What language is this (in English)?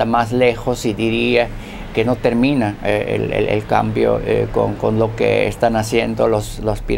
Spanish